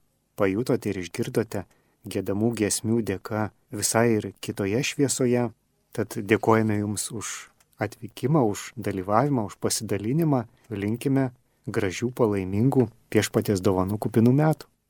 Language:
Lithuanian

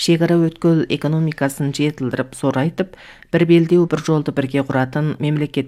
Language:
Kazakh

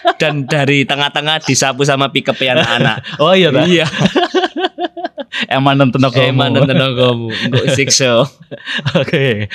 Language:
Indonesian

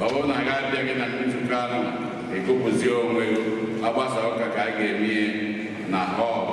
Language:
Igbo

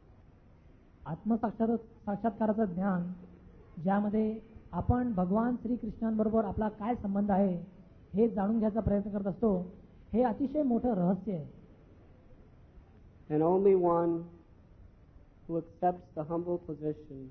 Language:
Marathi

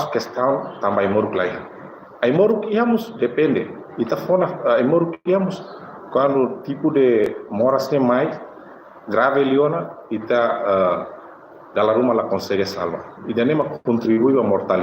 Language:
Tetum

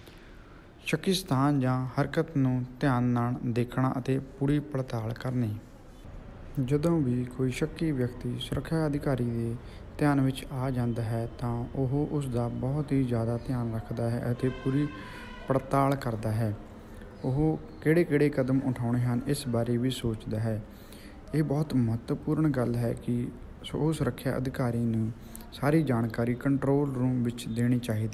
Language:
Punjabi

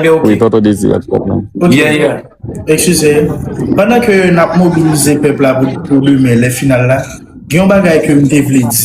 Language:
Haitian Creole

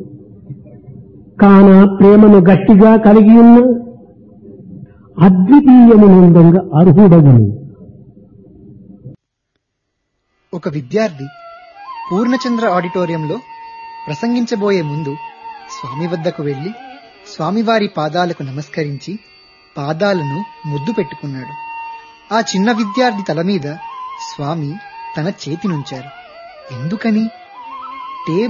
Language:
Telugu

